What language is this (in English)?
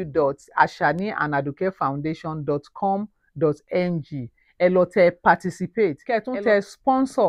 Yoruba